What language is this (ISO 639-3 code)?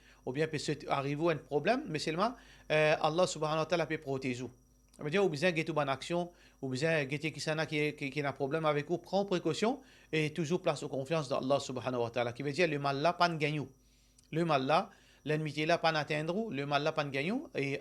mfe